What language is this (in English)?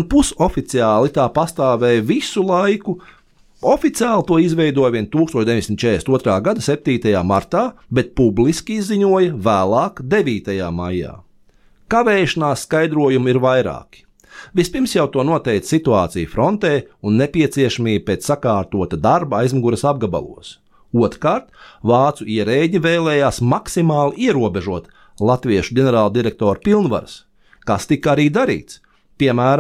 Latvian